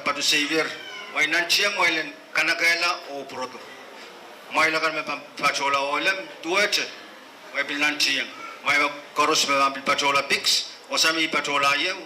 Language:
Pohnpeian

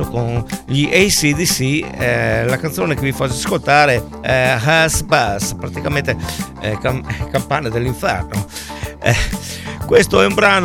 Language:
Italian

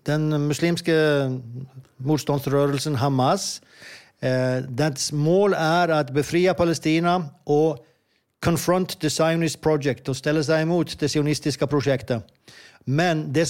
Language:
Swedish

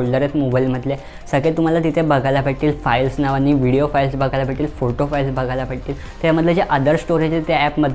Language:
Marathi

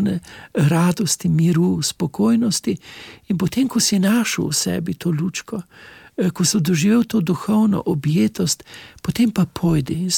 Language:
Slovenian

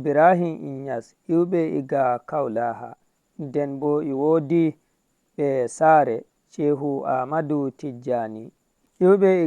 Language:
Fula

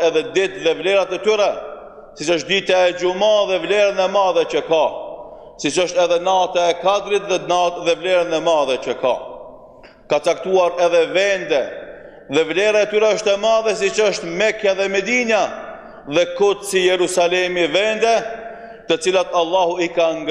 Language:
Albanian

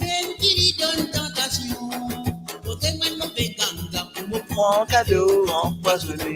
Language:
Morisyen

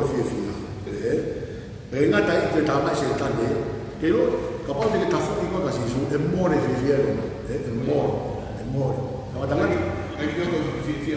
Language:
Tongan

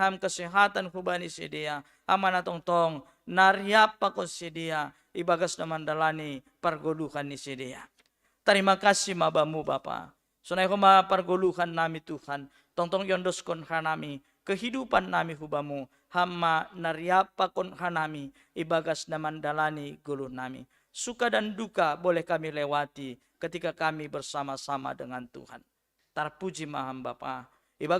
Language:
Batak Simalungun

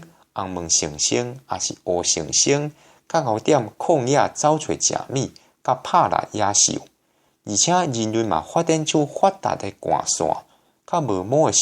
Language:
Min Nan Chinese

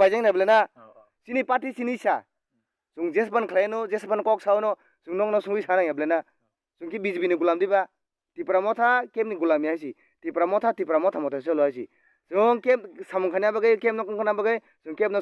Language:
Kok Borok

